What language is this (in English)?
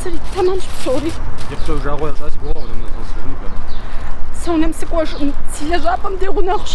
Kabardian